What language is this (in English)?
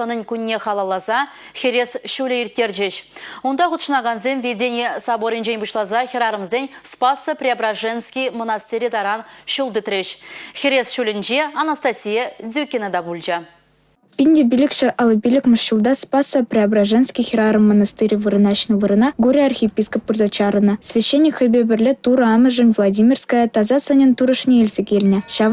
Chuvash